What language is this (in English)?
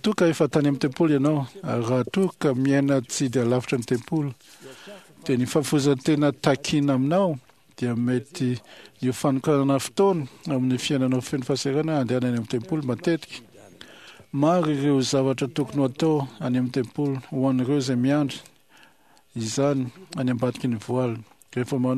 Malagasy